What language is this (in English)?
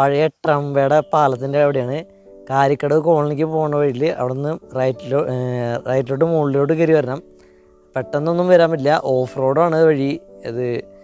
Malayalam